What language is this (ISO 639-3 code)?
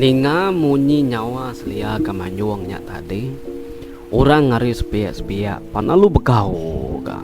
iba